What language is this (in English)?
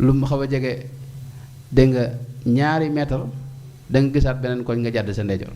Wolof